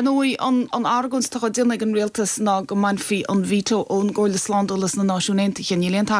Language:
Irish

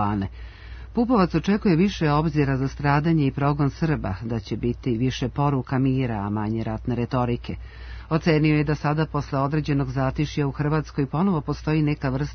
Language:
Serbian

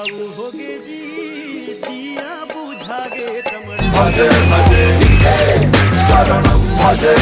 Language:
Chhattisgarhi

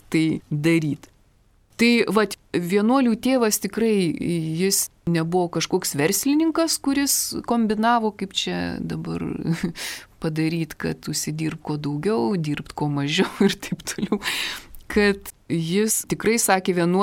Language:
Lithuanian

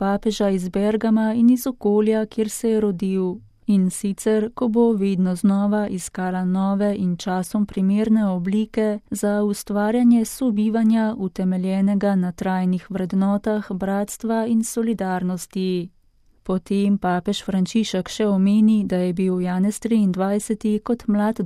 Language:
Slovenian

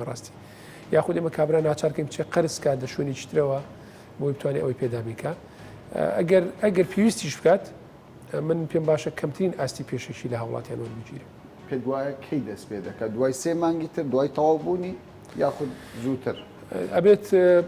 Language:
Central Kurdish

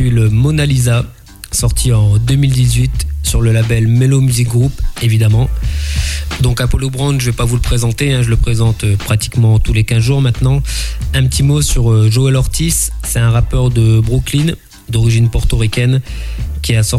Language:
French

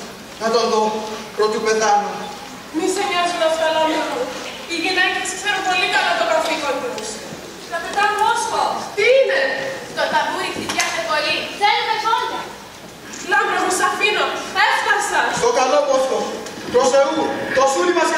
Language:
Greek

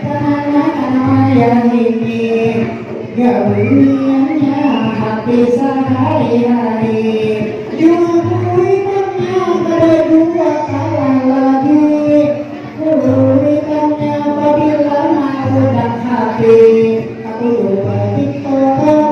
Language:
Banjar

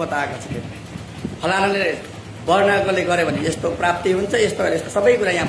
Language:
Nepali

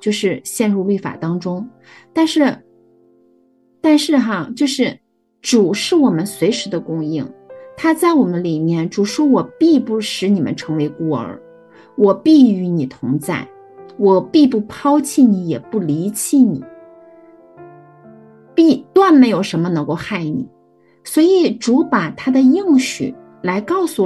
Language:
Chinese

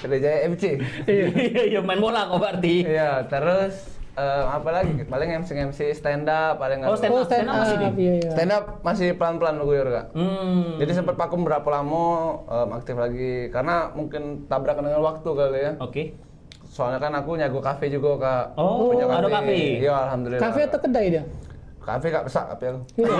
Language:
Musi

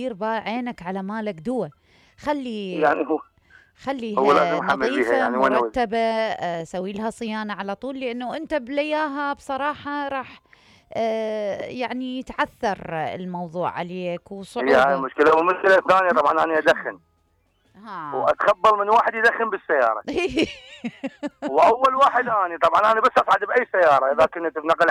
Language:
Mesopotamian Arabic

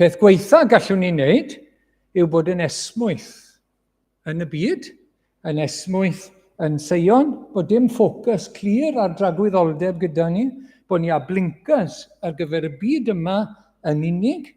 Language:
Welsh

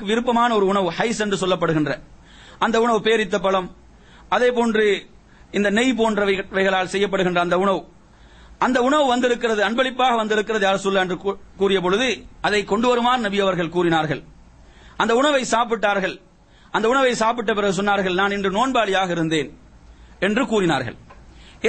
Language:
Tamil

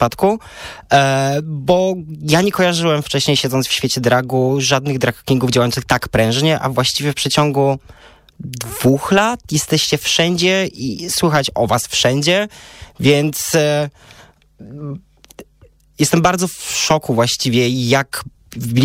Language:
Polish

